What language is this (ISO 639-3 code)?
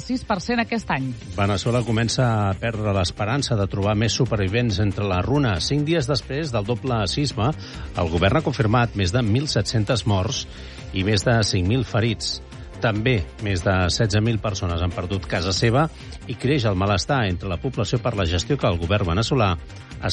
cat